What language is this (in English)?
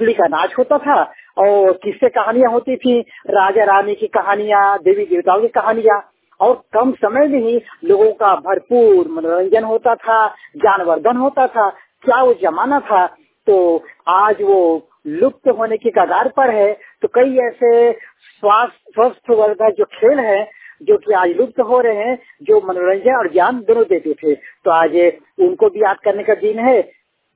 Hindi